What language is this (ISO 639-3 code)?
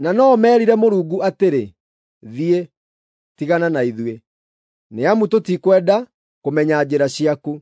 kik